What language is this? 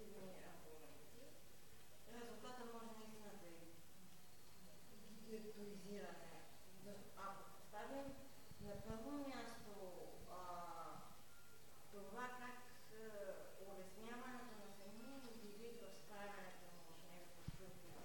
Bulgarian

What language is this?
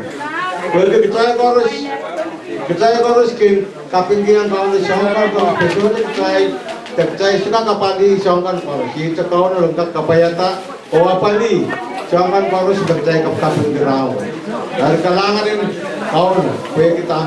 Pohnpeian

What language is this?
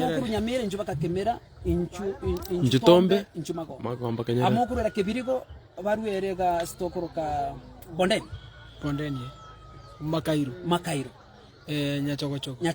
Gusii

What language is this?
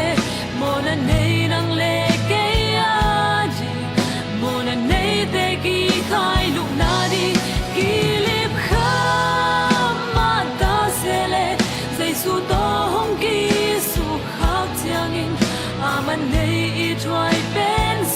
Tedim Chin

